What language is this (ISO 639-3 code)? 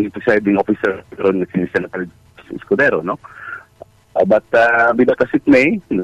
ceb